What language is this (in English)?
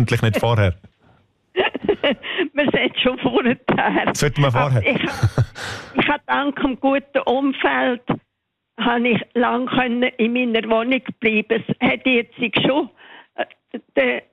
German